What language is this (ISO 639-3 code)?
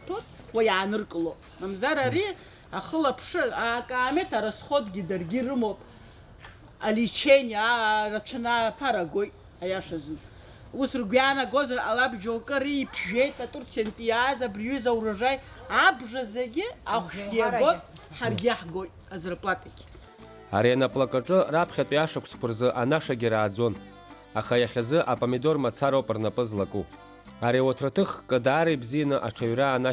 abk